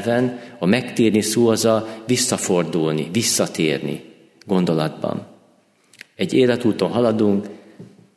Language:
Hungarian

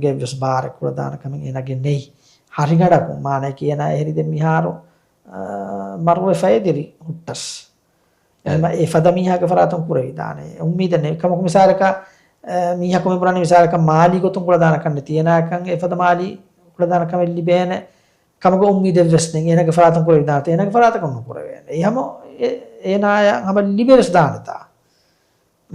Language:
Divehi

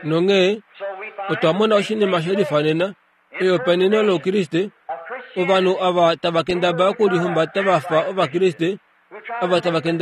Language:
Kuanyama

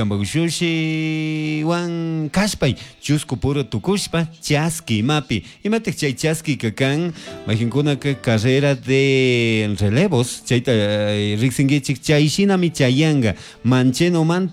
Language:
Chimborazo Highland Quichua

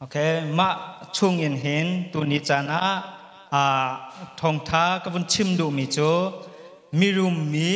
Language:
Hakha Chin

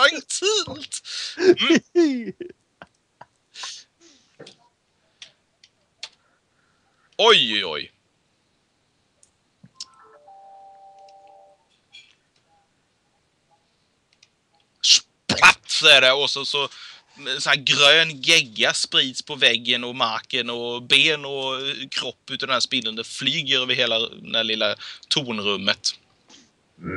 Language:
Swedish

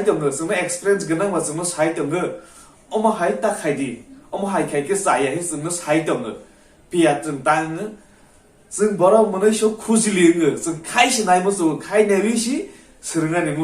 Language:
Kok Borok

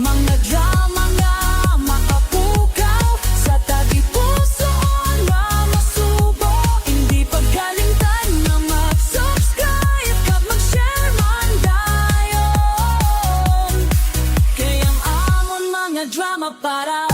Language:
Hiligaynon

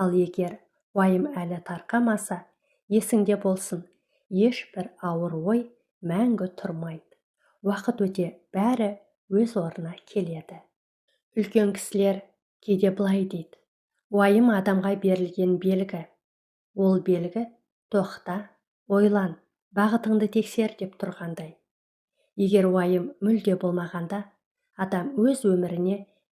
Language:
Kazakh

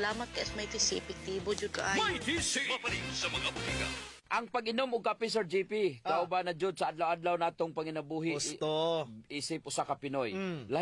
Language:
Cebuano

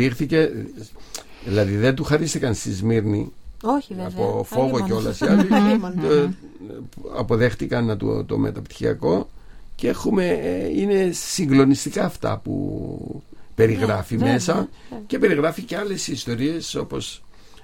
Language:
Greek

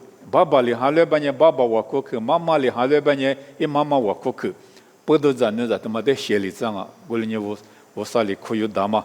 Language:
Lisu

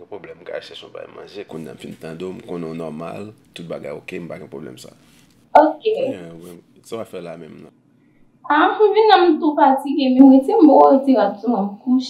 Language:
Haitian Creole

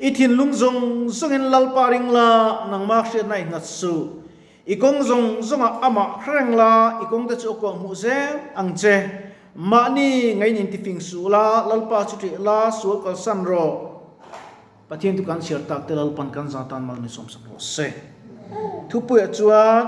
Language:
Mizo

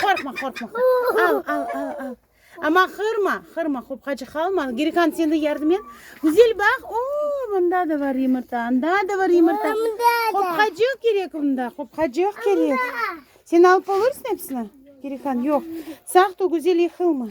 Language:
Crimean Tatar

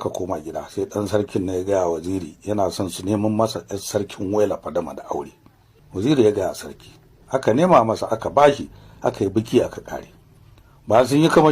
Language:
Hausa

